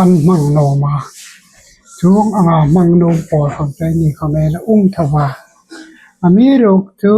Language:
Hmar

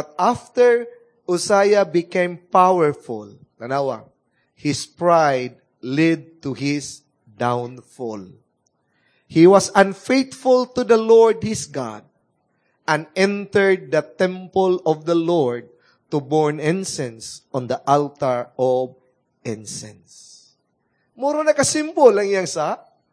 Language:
Cebuano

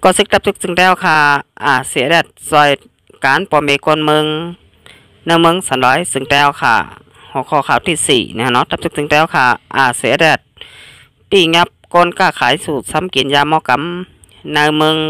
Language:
Shan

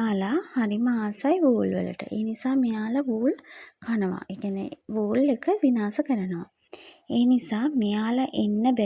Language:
Sinhala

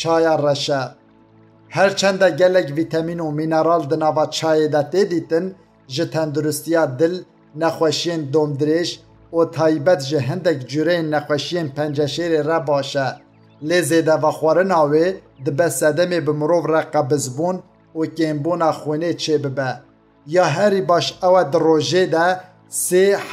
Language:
Kurdish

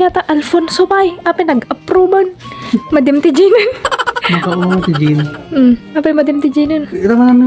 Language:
Iloko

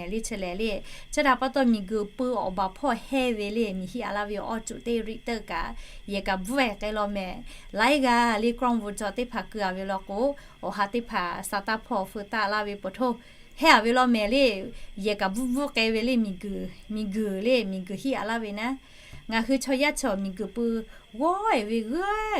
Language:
Lahu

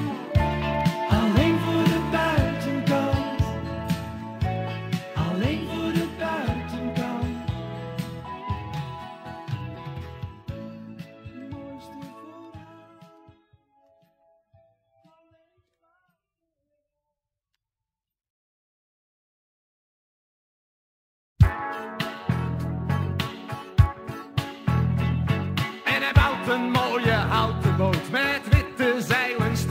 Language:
Dutch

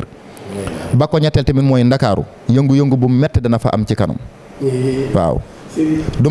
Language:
Wolof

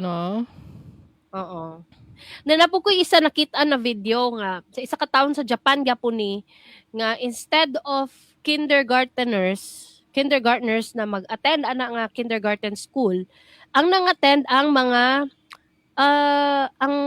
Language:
Cebuano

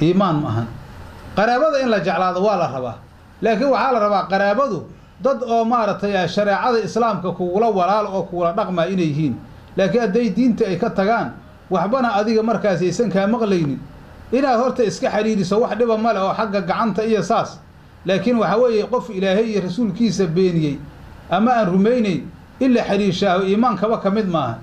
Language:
Somali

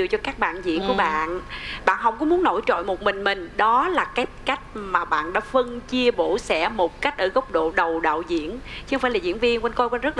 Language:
Vietnamese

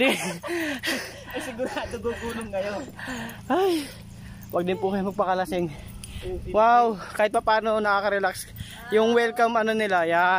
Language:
Filipino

